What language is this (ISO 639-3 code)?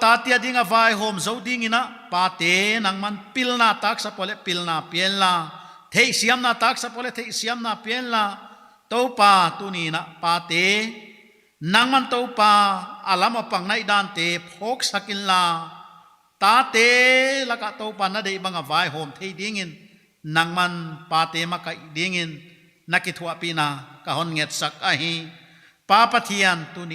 pck